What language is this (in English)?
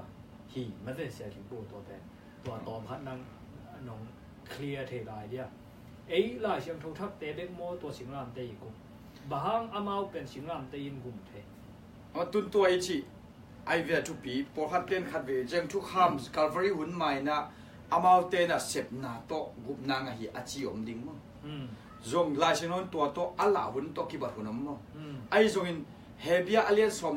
Tedim Chin